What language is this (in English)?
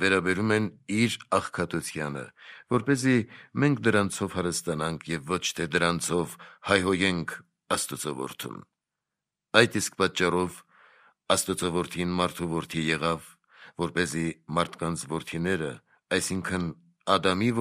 Armenian